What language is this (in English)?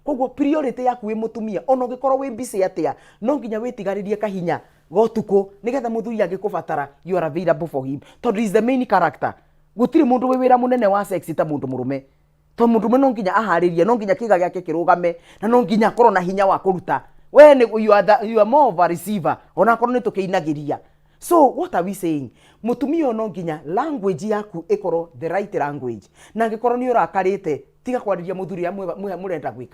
Kikuyu